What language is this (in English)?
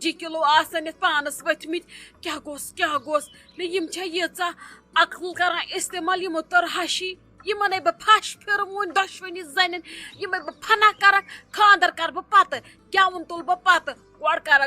Kashmiri